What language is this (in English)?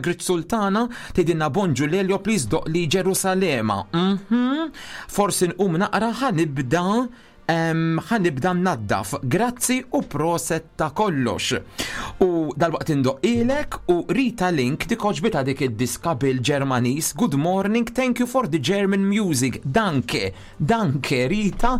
Maltese